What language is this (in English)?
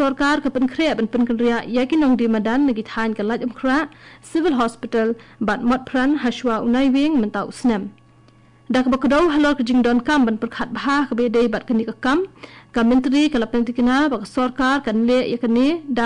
Khasi